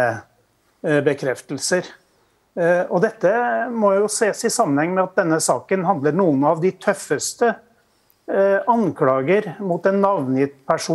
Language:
Norwegian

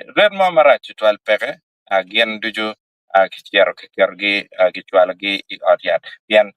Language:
Acoli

